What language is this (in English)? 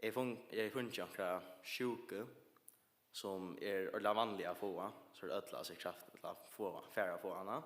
Faroese